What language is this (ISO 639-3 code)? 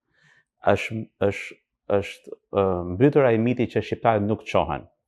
sqi